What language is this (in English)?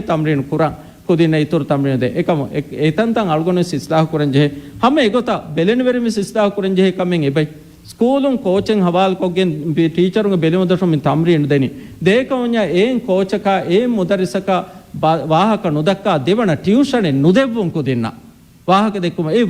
Divehi